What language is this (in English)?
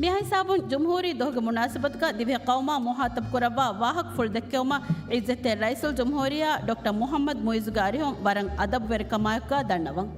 Divehi